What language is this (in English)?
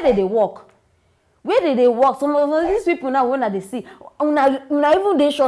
Nigerian Pidgin